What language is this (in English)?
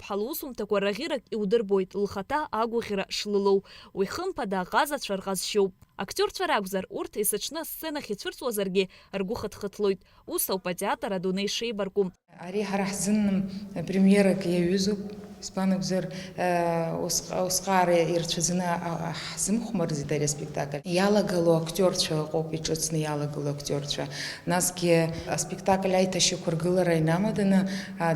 Abkhazian